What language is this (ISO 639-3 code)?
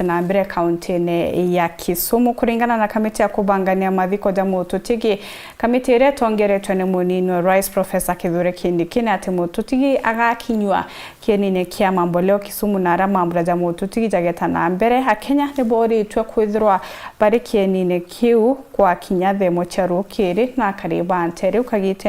mer